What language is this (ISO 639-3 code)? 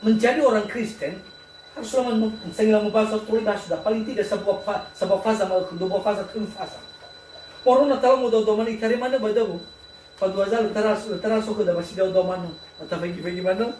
nia